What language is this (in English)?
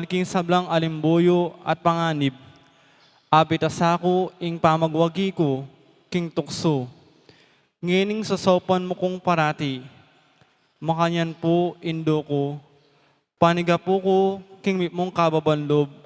Pampanga